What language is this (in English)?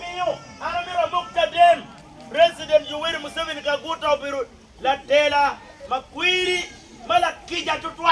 Acoli